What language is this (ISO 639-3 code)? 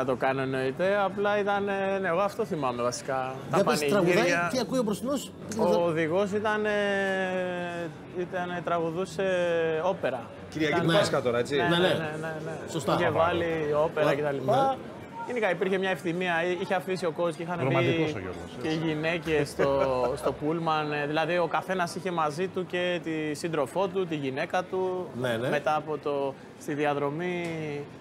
ell